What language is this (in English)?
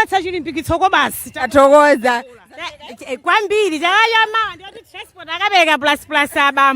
Nyanja